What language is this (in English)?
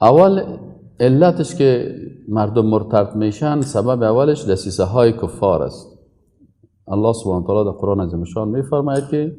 Persian